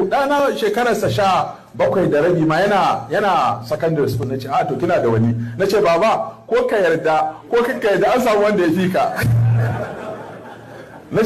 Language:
Hausa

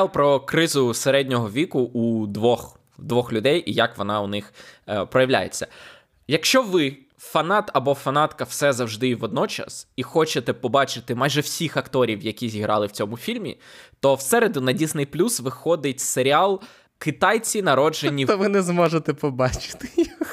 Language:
Ukrainian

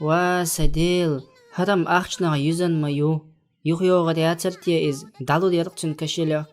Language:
Chechen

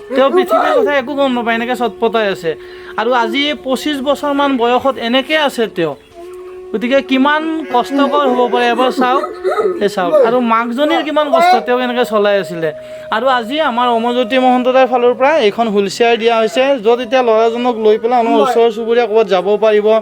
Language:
Assamese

